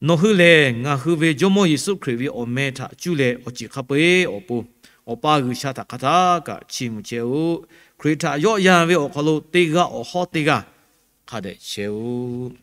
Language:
Lahu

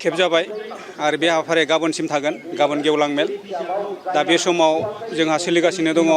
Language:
Bodo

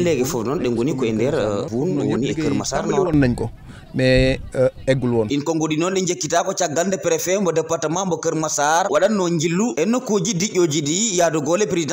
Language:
Fula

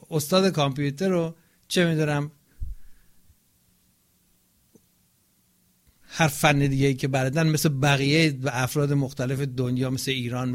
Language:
Persian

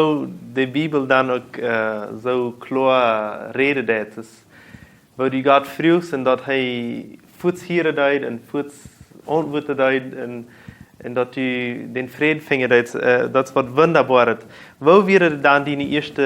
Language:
Plautdietsch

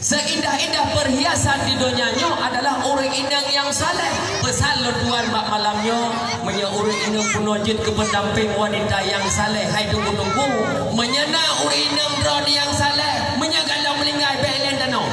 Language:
Achinese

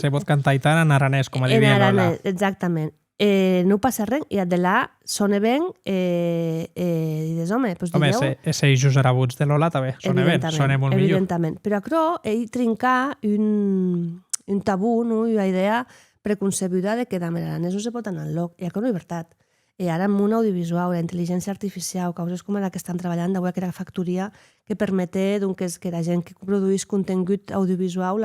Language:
Occitan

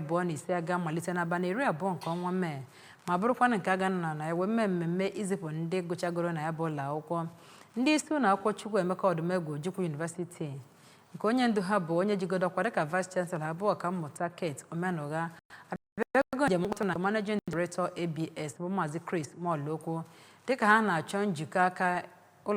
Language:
Igbo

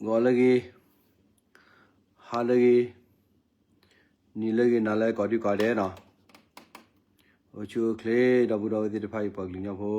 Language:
S'gaw Karen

